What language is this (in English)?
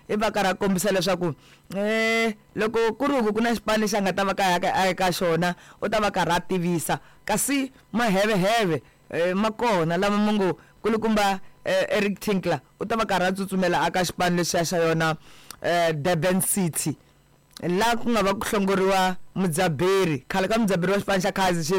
Tsonga